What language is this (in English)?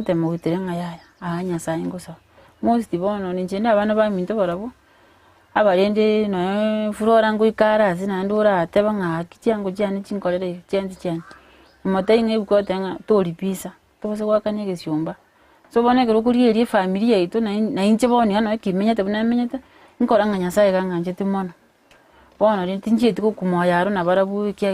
Gusii